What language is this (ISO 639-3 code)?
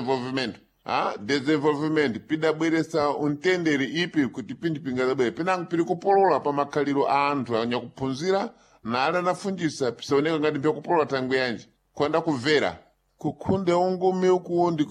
seh